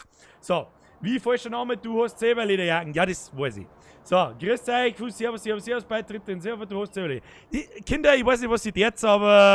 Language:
Bavarian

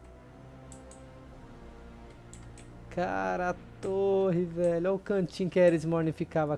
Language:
Portuguese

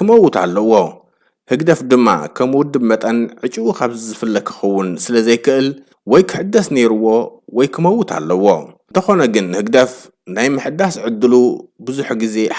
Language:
Tigrinya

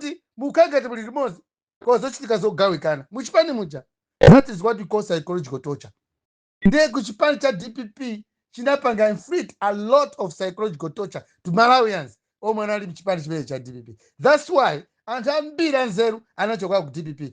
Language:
Nyanja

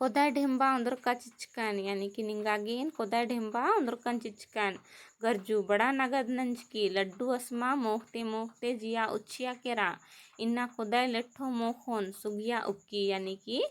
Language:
Kurukh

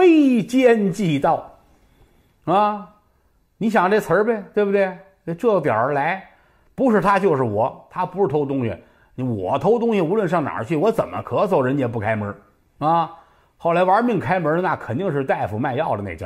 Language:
Chinese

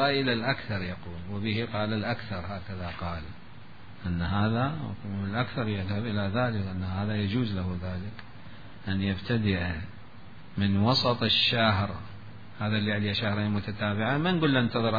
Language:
Mesopotamian Arabic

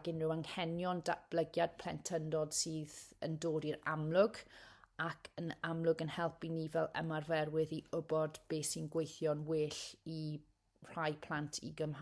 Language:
Welsh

